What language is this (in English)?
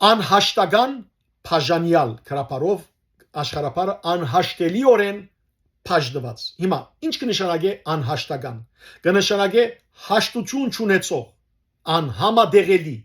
Western Armenian